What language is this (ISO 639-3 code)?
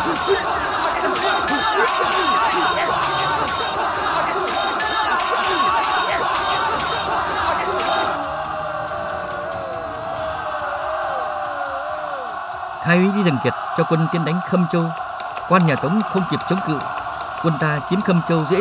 vie